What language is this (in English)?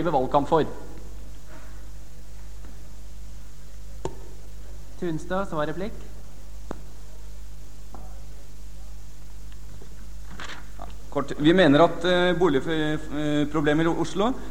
Norwegian